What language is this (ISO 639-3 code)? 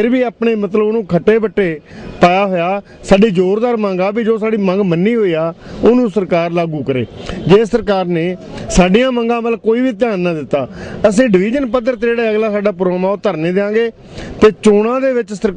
pan